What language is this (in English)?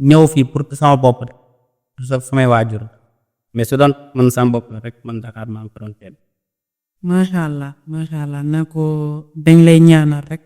Wolof